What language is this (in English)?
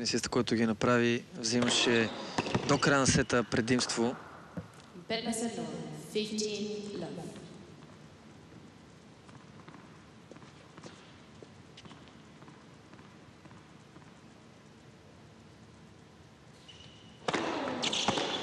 Bulgarian